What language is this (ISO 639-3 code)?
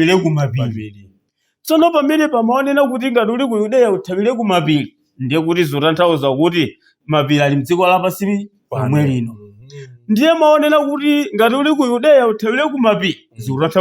nya